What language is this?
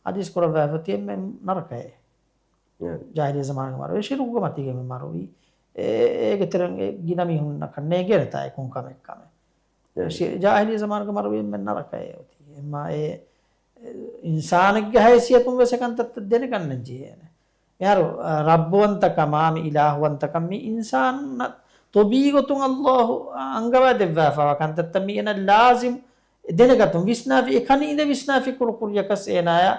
Divehi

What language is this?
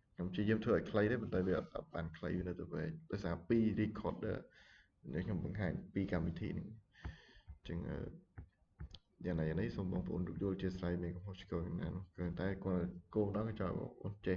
Khmer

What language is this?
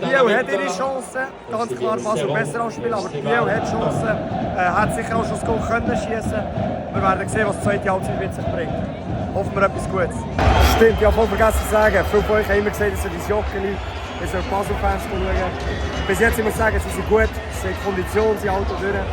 Swiss German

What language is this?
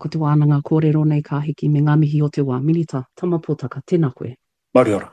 Māori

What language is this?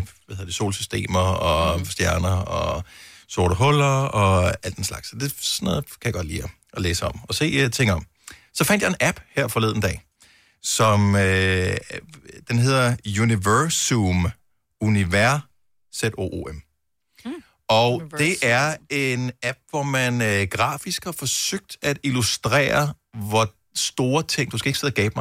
Danish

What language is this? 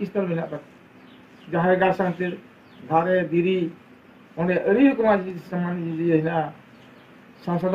Santali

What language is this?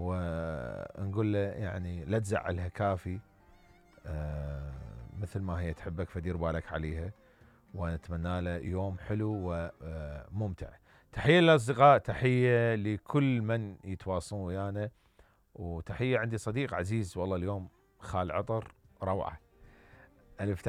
Mesopotamian Arabic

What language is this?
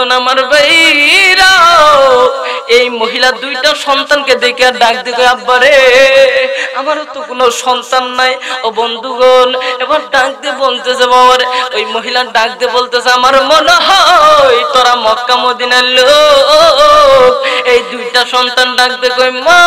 Bangla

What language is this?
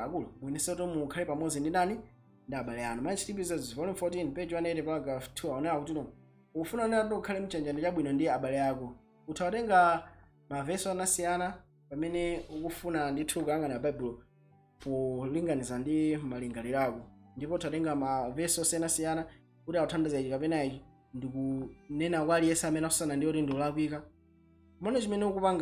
Nyanja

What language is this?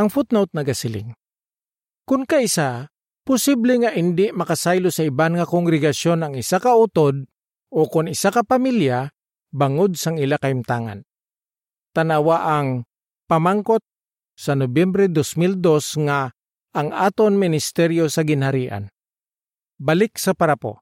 Hiligaynon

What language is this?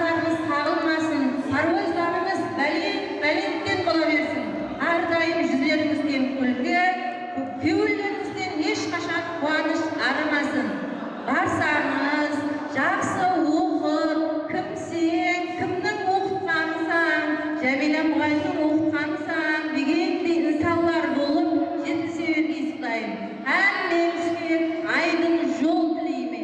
Kara-Kalpak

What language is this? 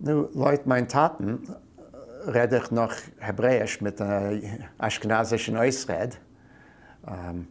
Yiddish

